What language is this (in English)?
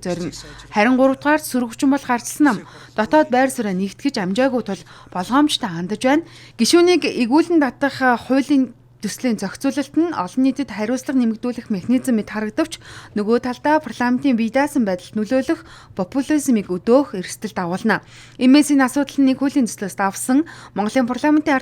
Mongolian